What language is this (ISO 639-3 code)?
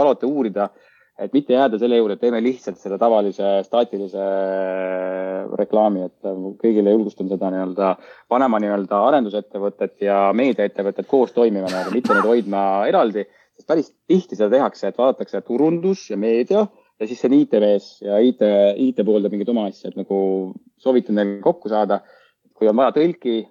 est